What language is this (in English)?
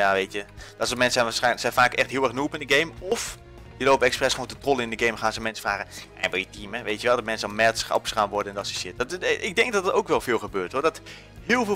Dutch